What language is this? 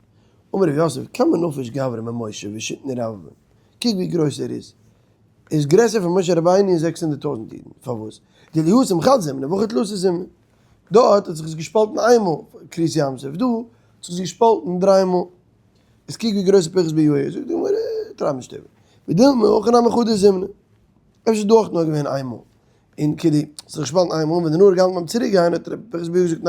Yiddish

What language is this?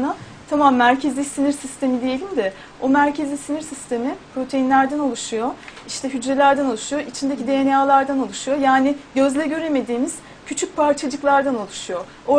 Turkish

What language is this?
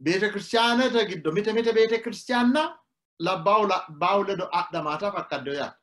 Sidamo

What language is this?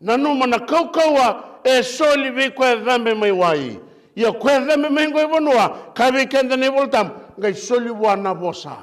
Fijian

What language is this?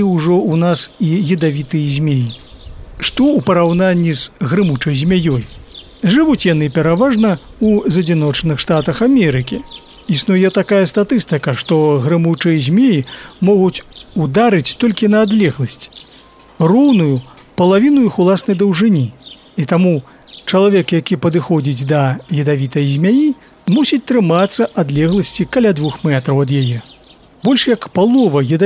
Belarusian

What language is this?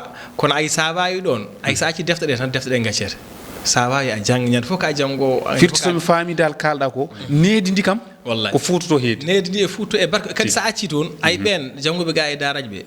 Fula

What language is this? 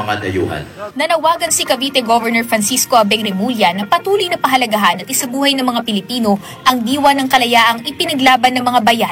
Filipino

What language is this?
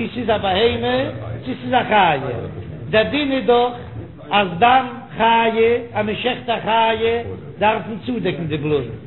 Yiddish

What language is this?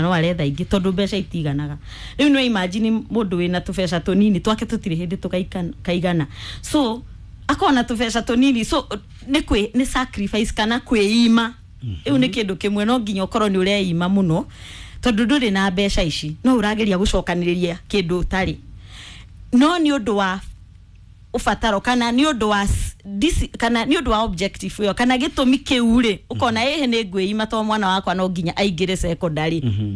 Kikuyu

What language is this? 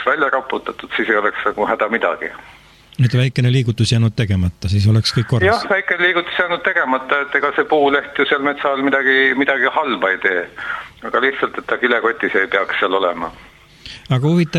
Estonian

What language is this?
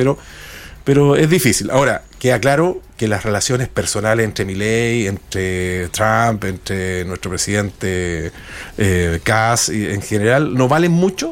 Spanish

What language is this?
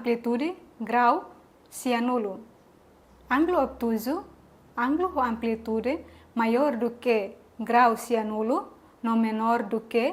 Tetum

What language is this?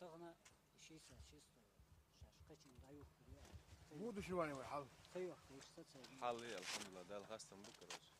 Chechen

